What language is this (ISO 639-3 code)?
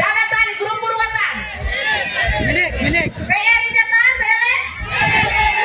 tet